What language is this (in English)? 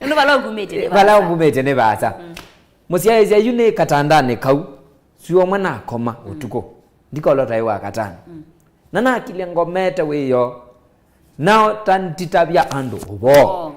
Kamba